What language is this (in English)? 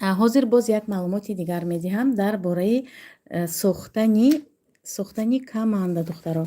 Tajik